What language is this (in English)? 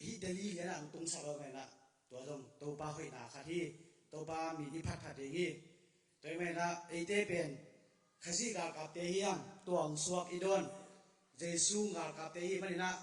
Tedim Chin